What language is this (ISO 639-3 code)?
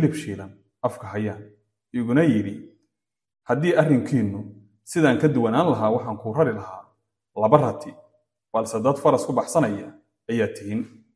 som